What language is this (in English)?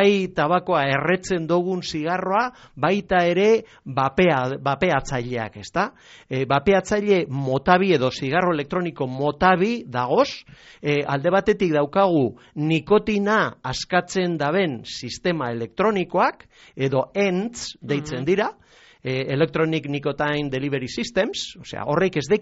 Basque